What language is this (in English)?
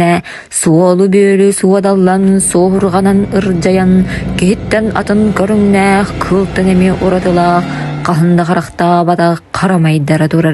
Yakut